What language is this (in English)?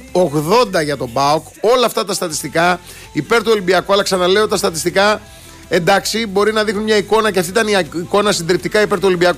Greek